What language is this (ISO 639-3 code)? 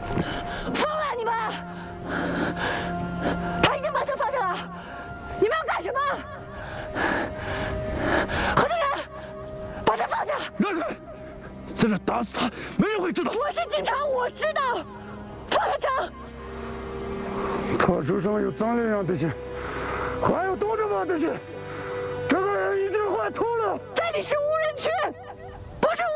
zho